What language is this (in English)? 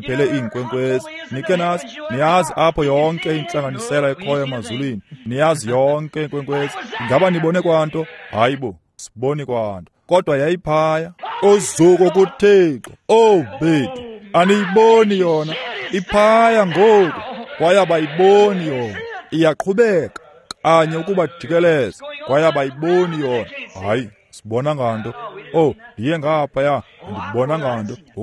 Xhosa